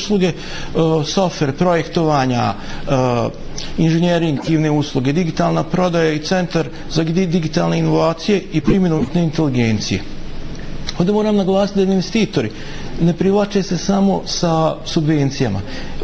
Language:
Bosnian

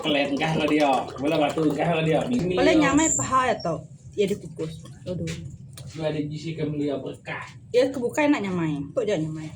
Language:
Iban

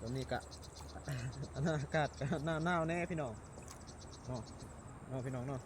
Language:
Lao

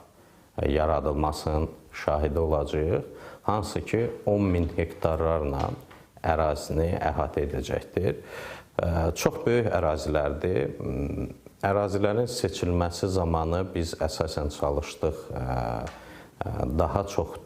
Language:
Azerbaijani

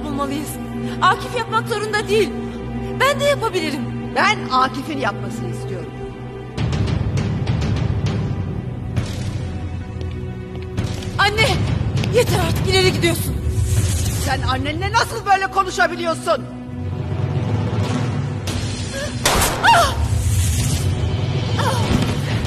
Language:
Turkish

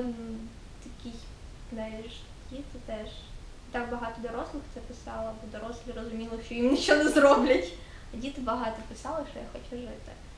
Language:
Ukrainian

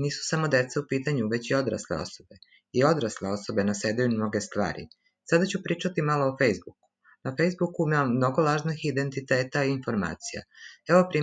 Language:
Serbian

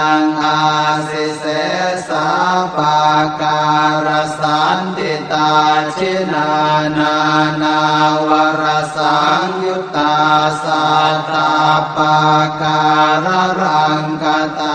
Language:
Pali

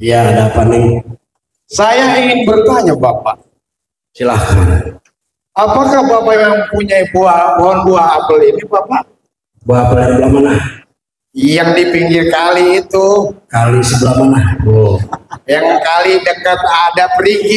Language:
Betawi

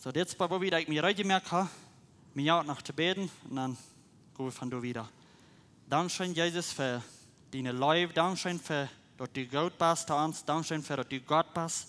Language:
Plautdietsch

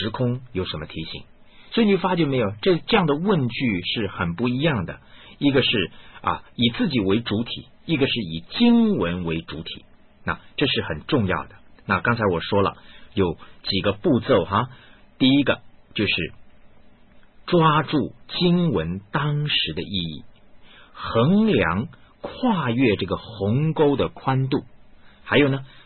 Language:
Chinese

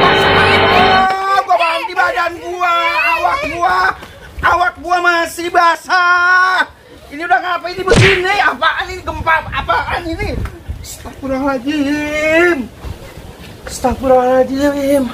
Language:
Betawi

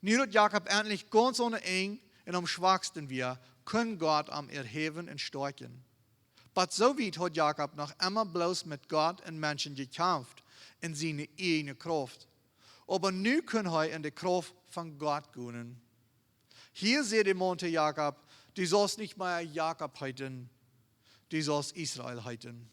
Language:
Plautdietsch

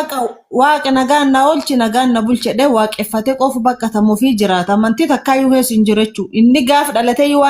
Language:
Oromo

